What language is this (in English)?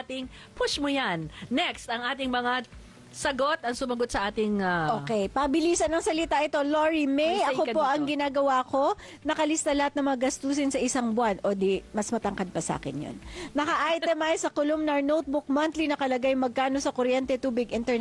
Filipino